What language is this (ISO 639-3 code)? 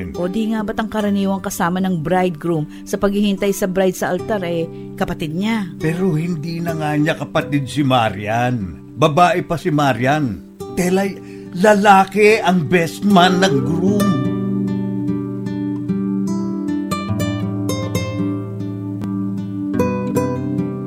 fil